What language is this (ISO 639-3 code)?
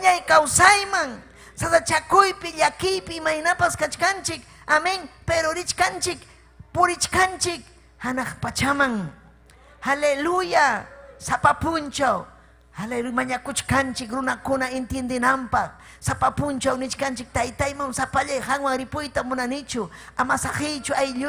quy